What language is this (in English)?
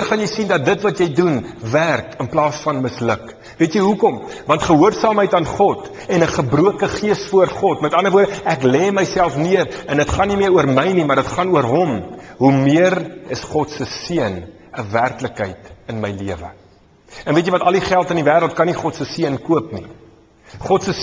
Afrikaans